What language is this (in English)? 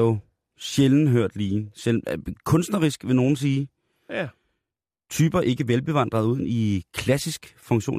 Danish